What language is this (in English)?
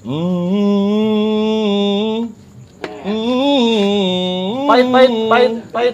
Betawi